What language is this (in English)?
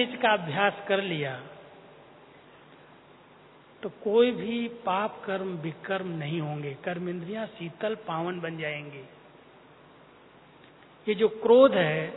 Hindi